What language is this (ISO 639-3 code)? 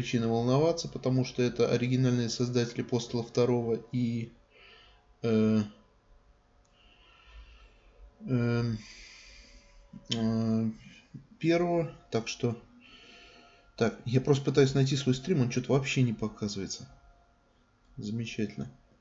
rus